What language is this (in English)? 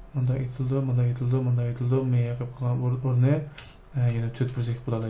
Uyghur